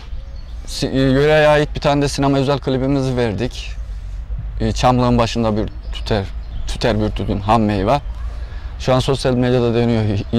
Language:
Turkish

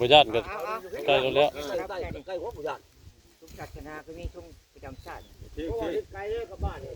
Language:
Northeastern Thai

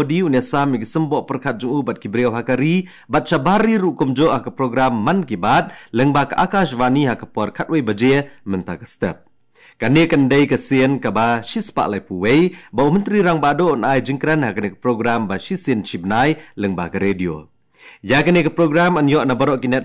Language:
Khasi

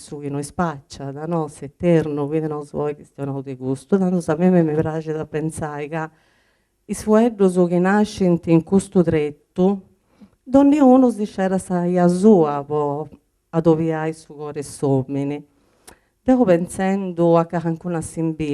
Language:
Sardinian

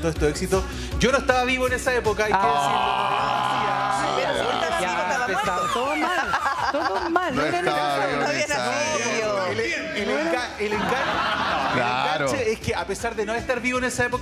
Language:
Spanish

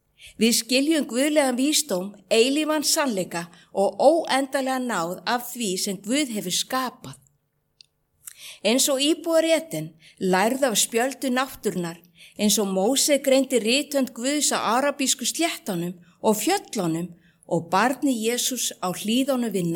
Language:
Icelandic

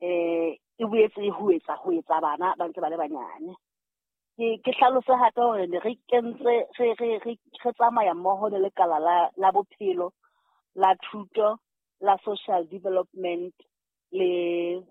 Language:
Southern Sotho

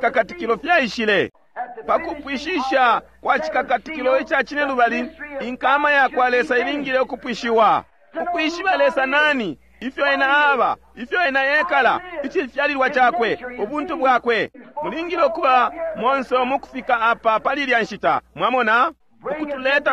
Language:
Bemba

